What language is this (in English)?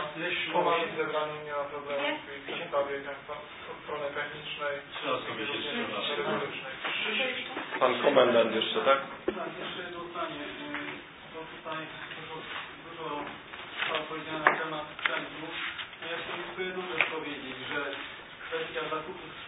Polish